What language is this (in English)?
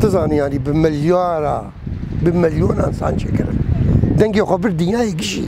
Kurdish